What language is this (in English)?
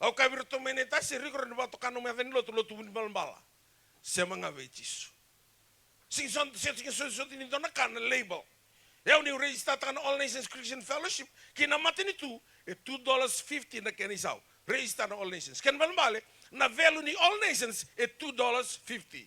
Fijian